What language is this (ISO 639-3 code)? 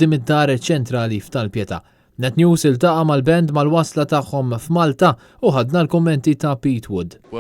mlt